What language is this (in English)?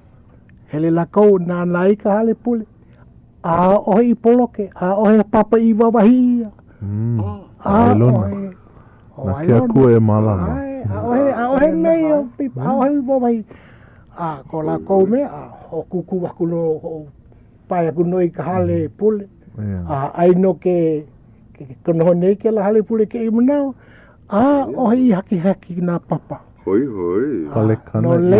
Hawaiian